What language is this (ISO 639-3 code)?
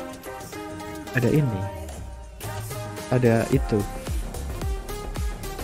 ind